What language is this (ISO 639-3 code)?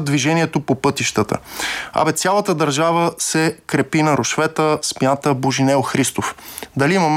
bul